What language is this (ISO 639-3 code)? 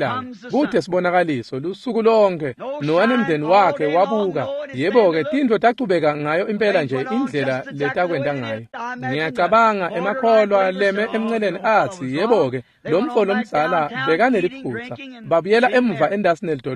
ssw